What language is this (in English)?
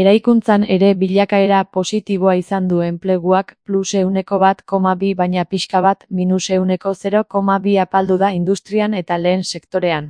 Basque